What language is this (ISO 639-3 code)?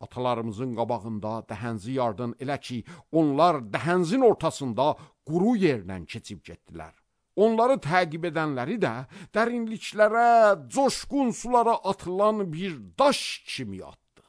aze